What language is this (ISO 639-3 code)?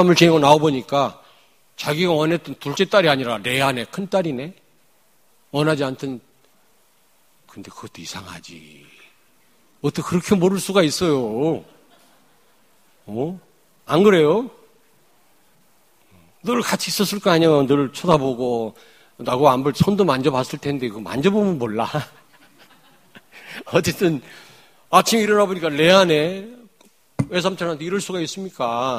kor